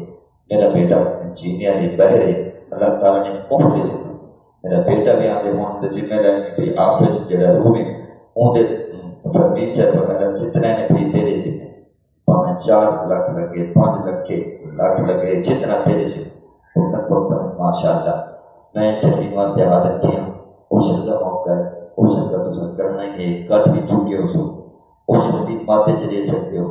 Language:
Saraiki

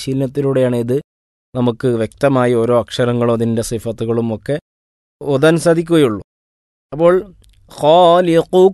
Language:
Malayalam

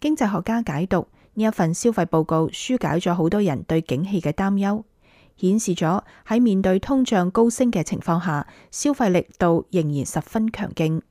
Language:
Cantonese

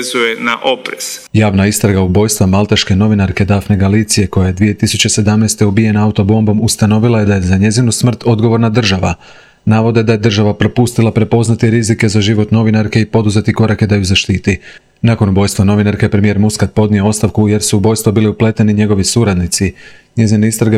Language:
Croatian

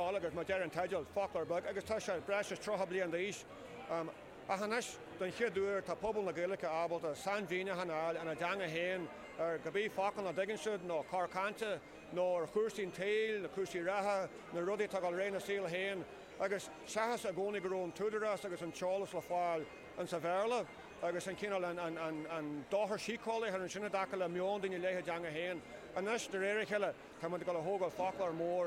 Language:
Irish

